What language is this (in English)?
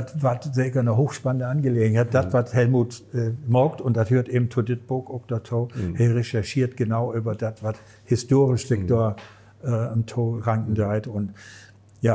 Low German